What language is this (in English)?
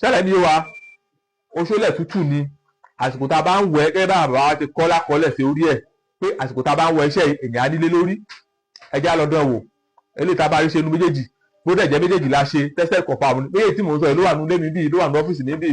Yoruba